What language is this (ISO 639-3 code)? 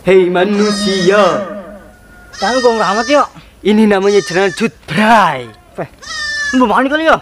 bew